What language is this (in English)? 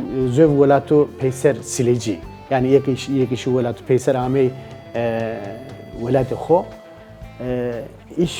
Zaza